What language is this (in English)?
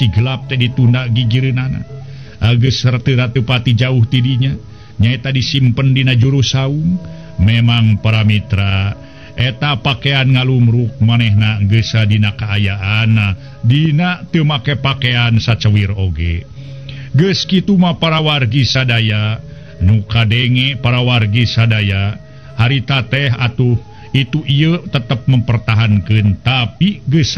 Sundanese